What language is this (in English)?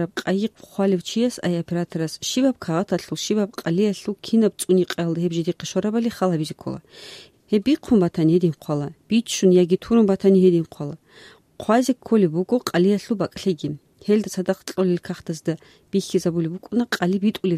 Avaric